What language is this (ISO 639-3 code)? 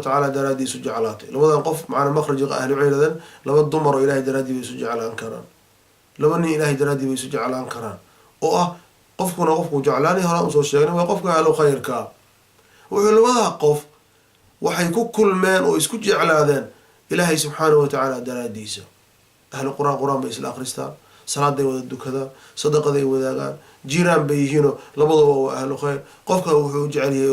som